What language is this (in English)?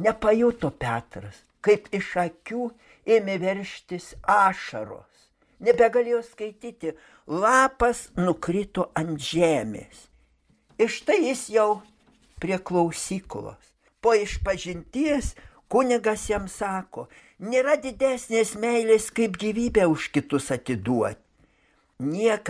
Lithuanian